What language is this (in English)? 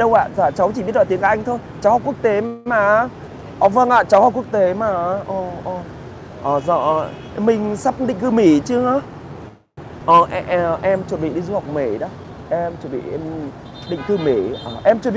Vietnamese